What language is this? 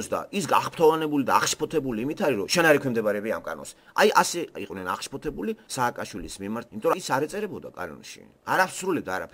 Georgian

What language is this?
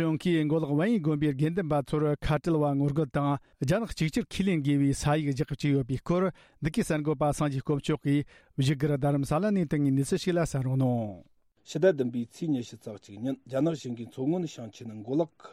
Tibetan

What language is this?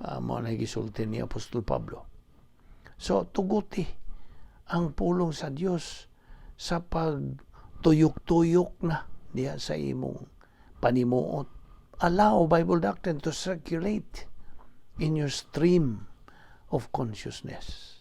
Cebuano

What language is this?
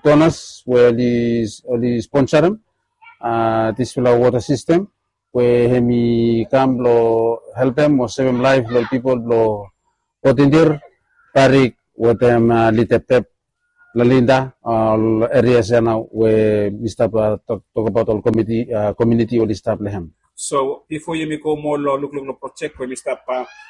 Bislama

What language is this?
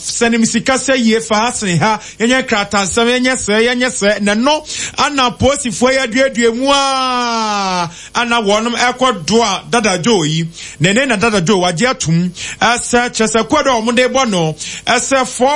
Akan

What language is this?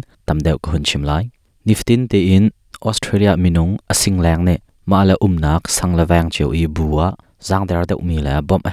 Hakha Chin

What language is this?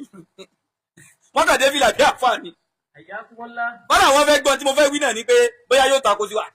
Yoruba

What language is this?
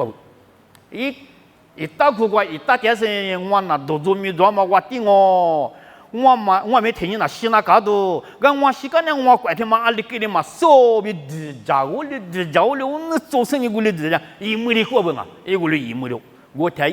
Lisu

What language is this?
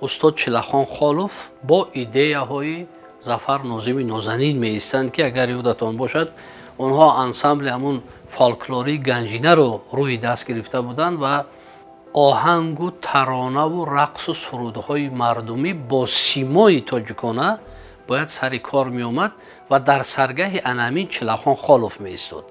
Tajik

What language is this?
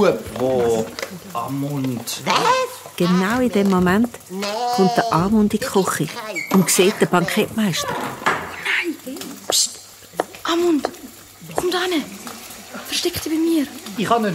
Swiss German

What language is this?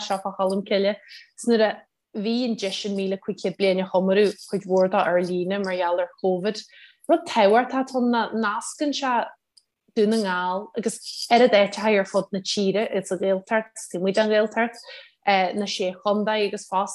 Irish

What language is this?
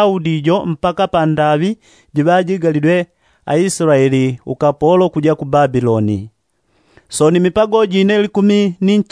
Yao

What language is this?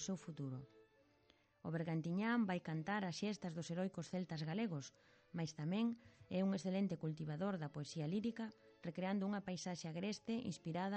Galician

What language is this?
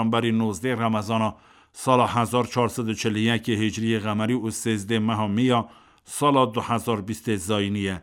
Kurdish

